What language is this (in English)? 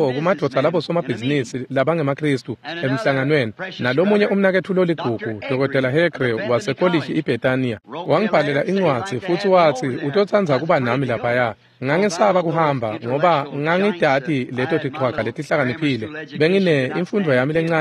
Swati